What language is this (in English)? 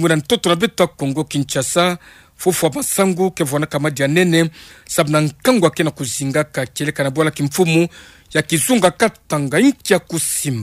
Kituba (Democratic Republic of Congo)